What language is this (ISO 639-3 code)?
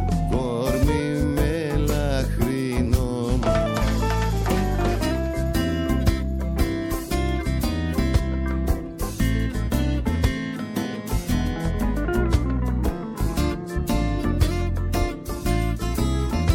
ell